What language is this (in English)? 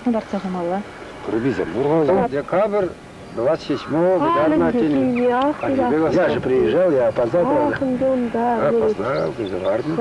Chuvash